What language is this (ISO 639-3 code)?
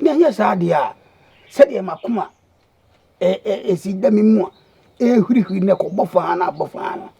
aka